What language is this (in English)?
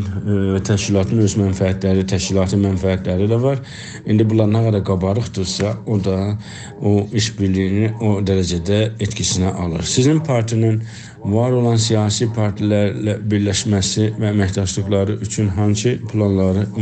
South Azerbaijani